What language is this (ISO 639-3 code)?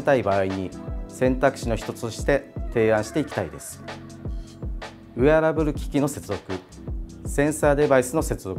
jpn